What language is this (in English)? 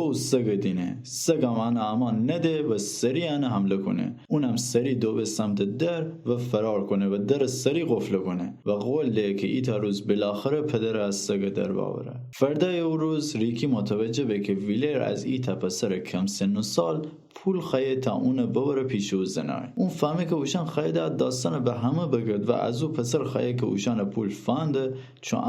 Gilaki